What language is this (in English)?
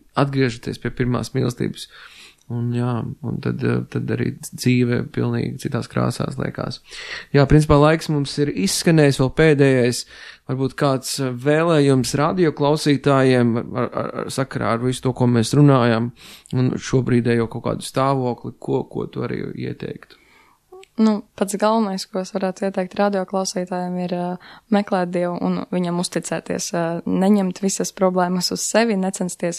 Latvian